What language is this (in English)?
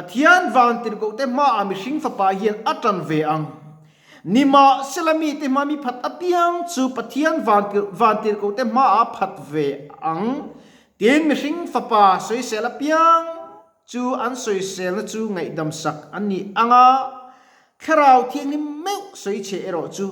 Mizo